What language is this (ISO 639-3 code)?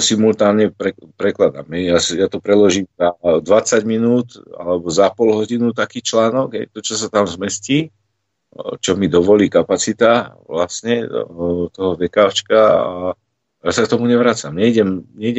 slk